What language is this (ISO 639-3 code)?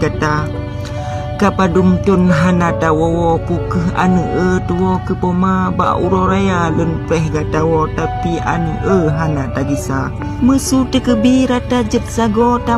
ace